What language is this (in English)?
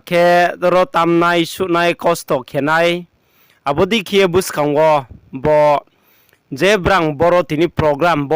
Riang (India)